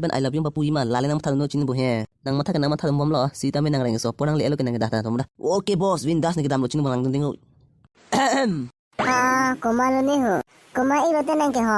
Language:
Karbi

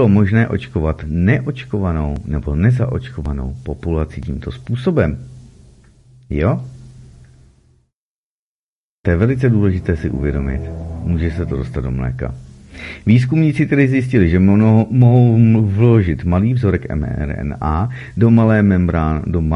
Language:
Czech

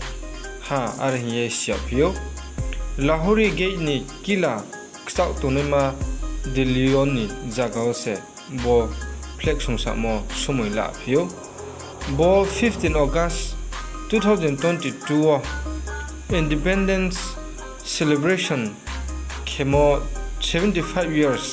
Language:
Riang (India)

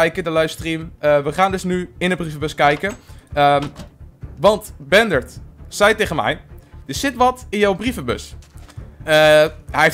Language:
Dutch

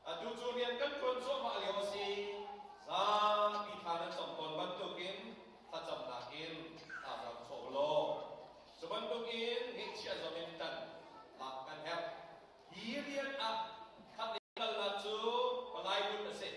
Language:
Hakha Chin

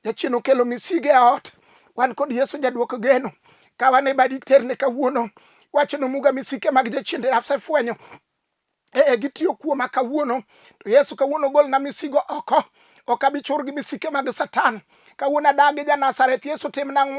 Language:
Luo (Kenya and Tanzania)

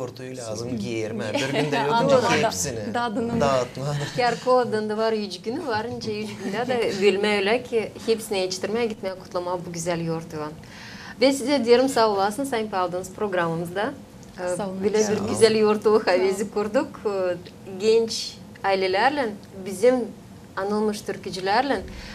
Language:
Gagauz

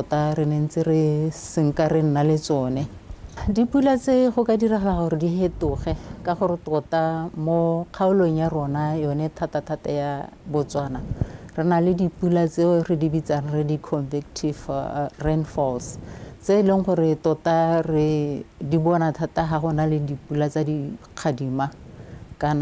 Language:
Tswana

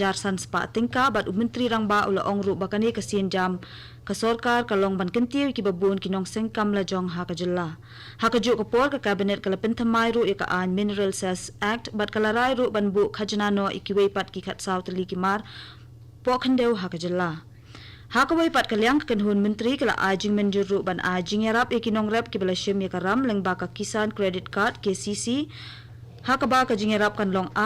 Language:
Khasi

